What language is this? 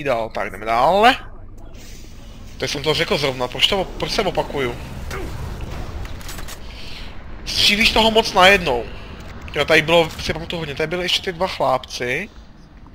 Czech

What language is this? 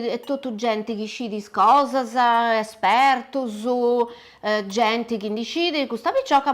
Sardinian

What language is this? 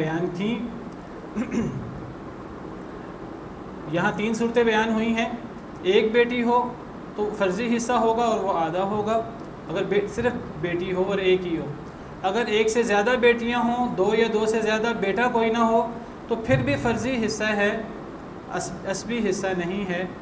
Urdu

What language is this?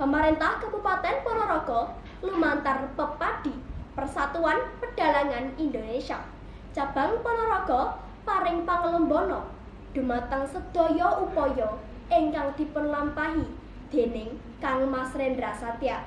Javanese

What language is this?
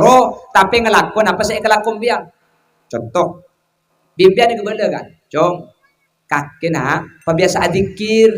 Madurese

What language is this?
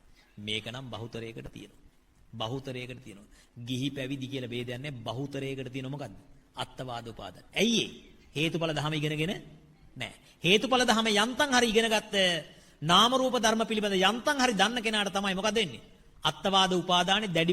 Sinhala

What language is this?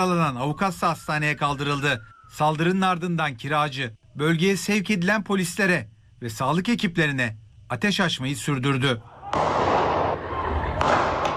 Turkish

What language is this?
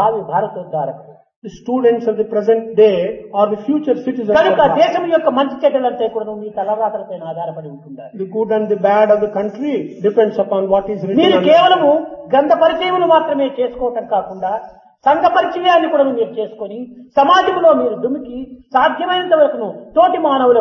Telugu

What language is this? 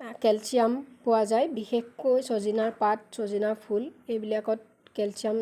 Assamese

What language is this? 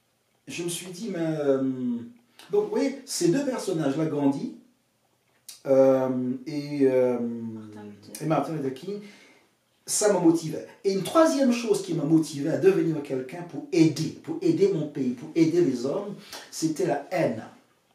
French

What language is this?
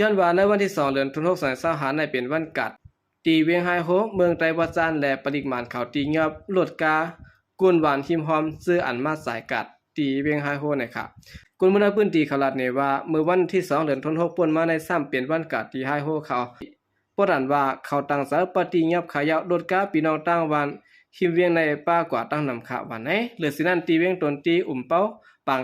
Shan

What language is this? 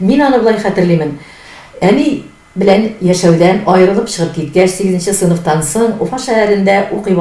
Tatar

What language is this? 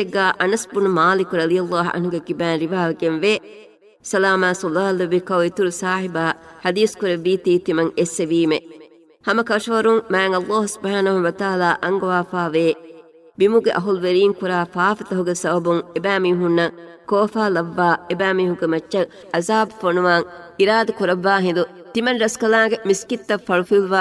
Divehi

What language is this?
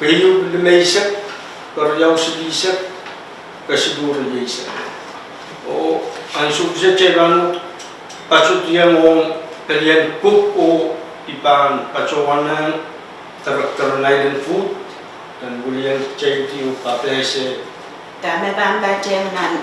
Pohnpeian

